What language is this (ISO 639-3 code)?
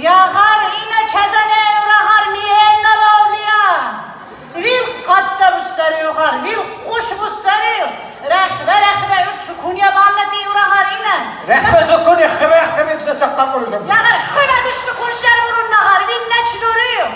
lbe